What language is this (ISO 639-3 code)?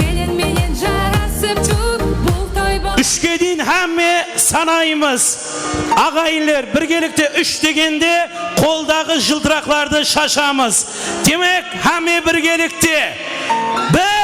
kaa